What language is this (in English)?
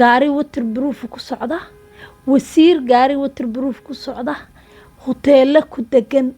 Somali